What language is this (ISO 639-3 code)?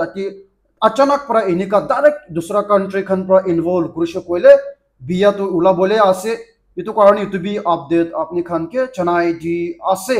nag